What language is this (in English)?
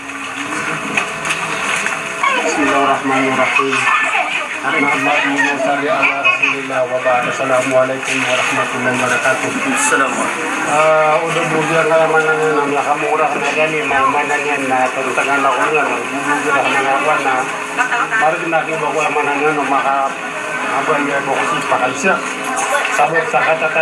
Maranao